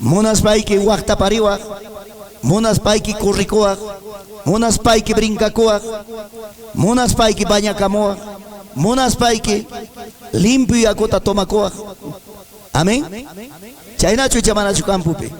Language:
Ayacucho Quechua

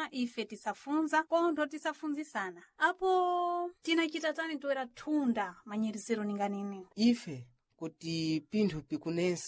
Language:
Sena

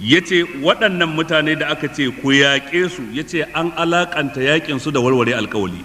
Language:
Hausa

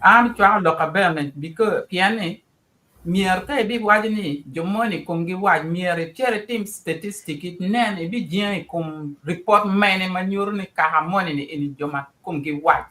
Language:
Acoli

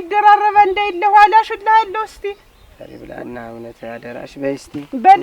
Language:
Amharic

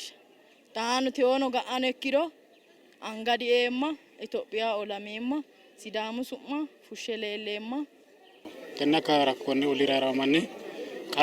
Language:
Sidamo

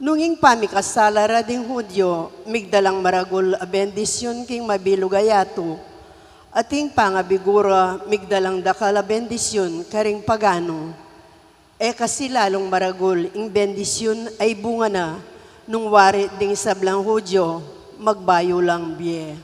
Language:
Pampanga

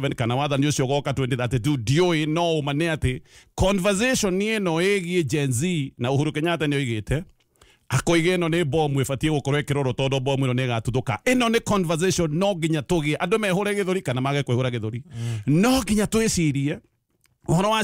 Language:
Kikuyu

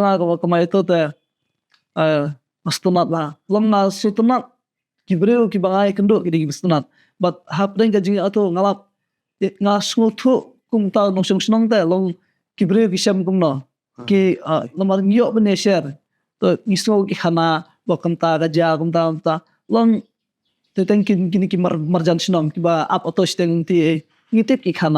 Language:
Khasi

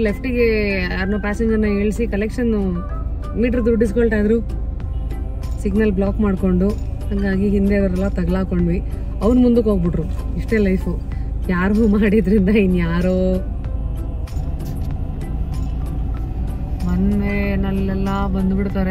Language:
Kannada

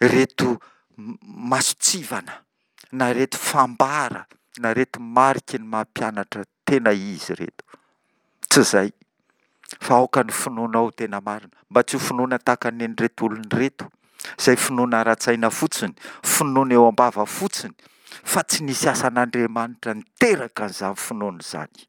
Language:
Malagasy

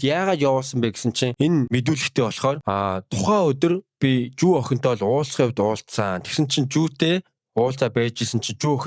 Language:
Mongolian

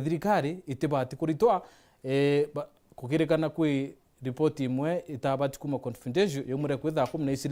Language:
Meru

